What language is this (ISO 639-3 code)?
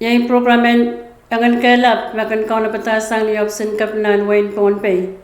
pon